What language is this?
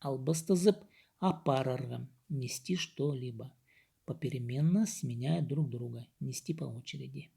Khakas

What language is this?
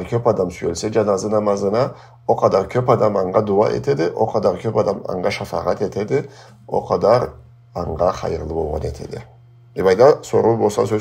Karachay-Balkar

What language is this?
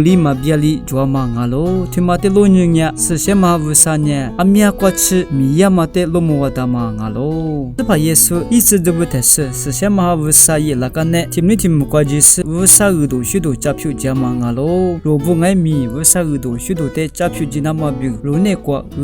Lisu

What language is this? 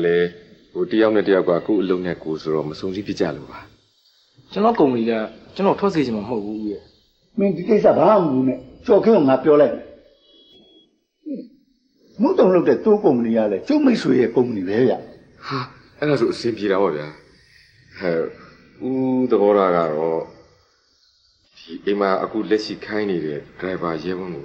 Burmese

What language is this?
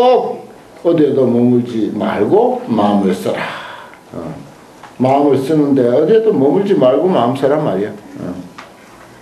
Korean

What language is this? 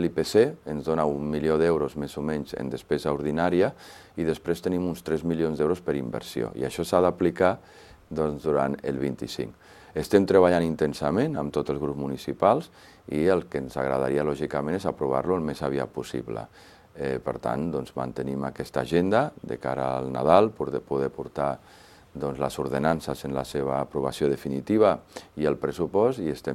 Catalan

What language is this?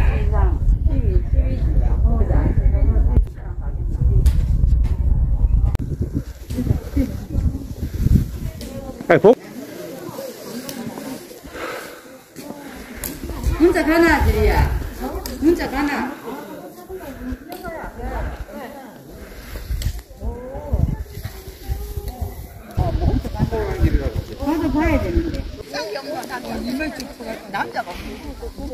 Korean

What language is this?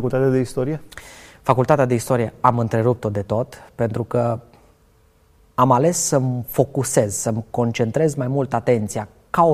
Romanian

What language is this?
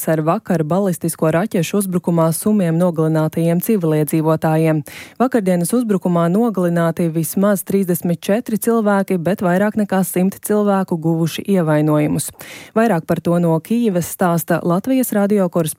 Latvian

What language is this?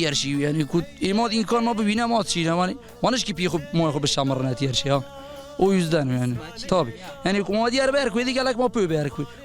Zaza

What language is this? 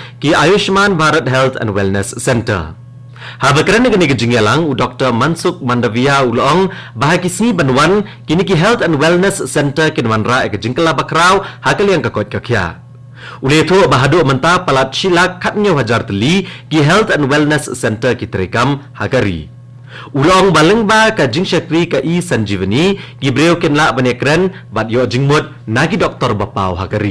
Khasi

